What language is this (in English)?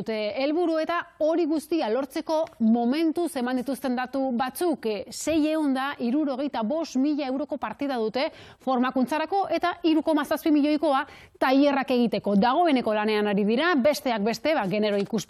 Basque